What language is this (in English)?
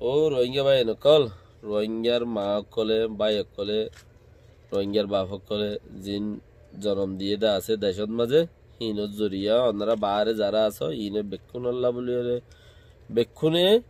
Rohingya